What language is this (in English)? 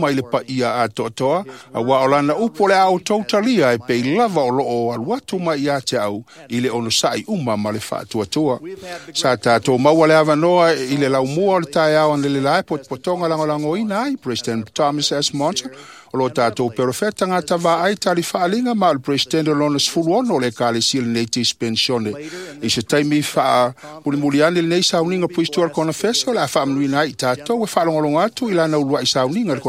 Samoan